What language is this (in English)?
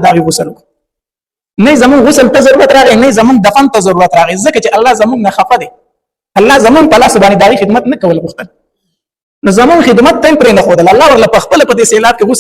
Pashto